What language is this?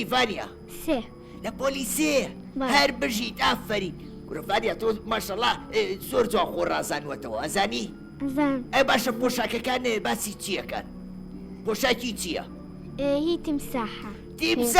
Central Kurdish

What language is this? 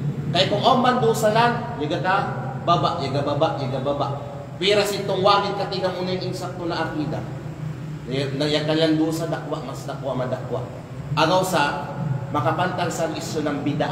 Kalagan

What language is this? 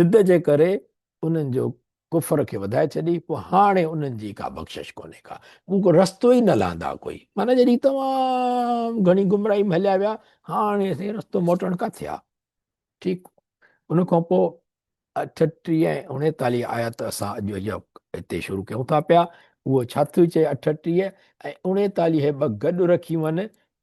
Sindhi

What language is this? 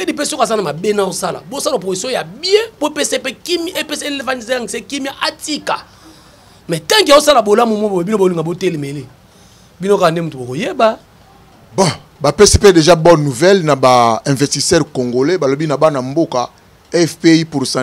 Lingala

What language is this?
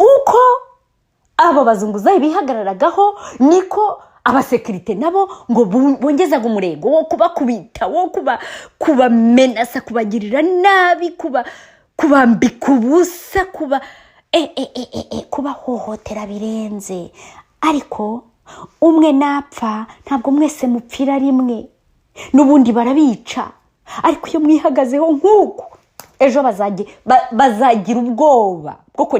Kinyarwanda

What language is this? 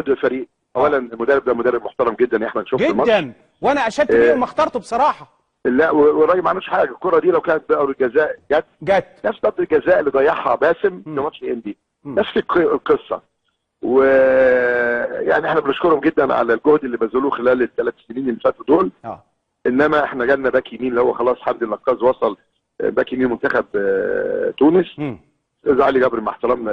Egyptian Arabic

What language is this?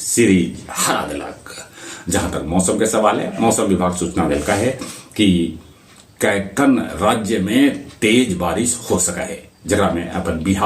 Magahi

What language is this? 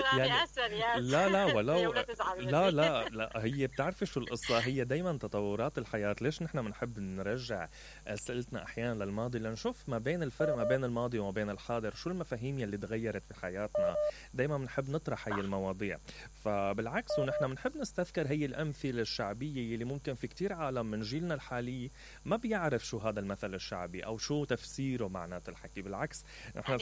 Mesopotamian Arabic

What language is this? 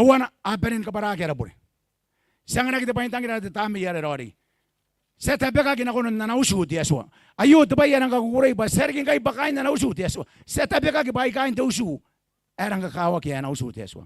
Gilbertese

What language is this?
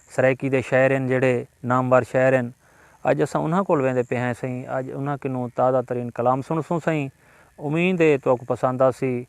Saraiki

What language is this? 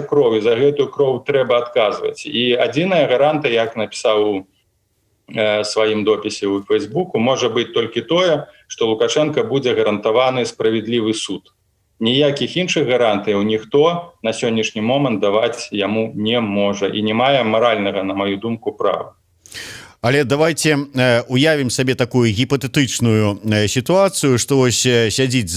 Belarusian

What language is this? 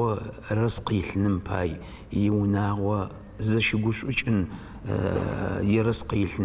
Adyghe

